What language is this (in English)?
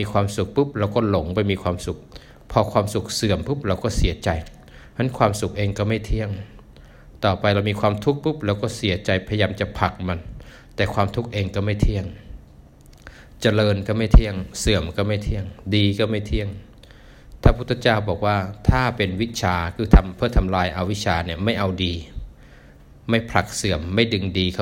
Thai